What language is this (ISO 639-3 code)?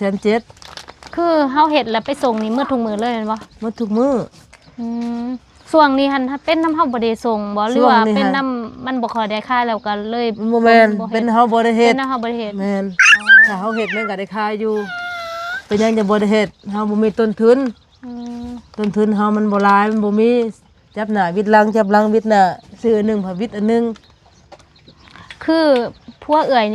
lao